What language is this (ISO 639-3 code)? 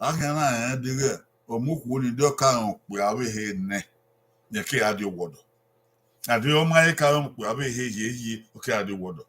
bin